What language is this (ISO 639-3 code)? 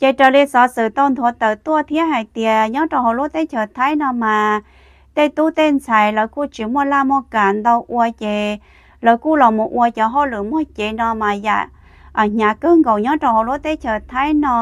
hmn